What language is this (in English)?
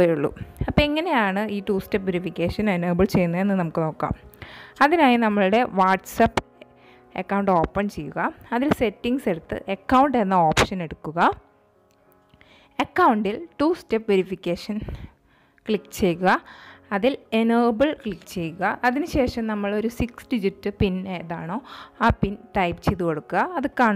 Malayalam